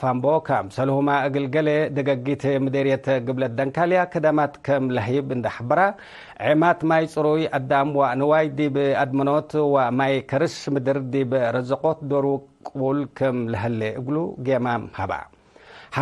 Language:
Tigre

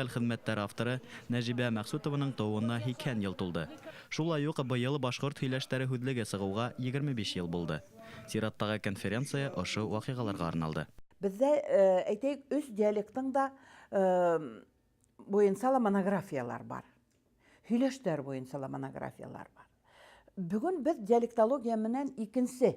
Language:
Bashkir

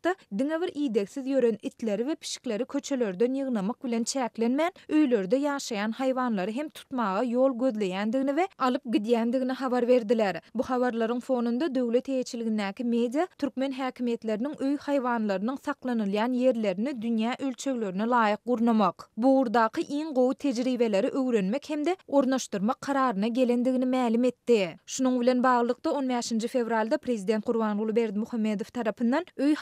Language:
Turkmen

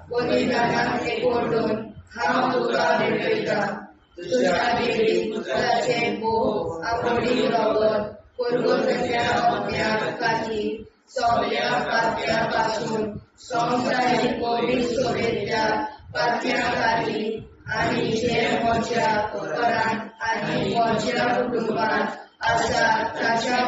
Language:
Konkani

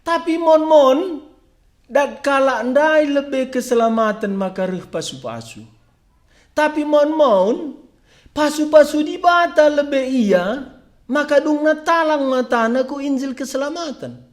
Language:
Batak Karo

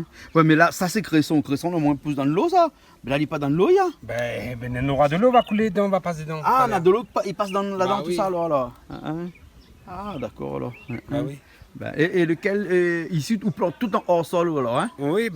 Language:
Réunion Creole French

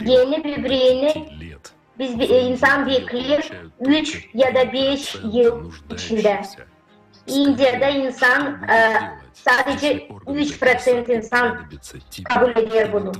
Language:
Gagauz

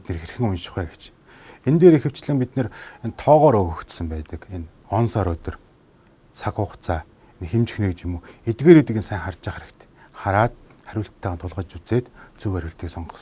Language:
Mongolian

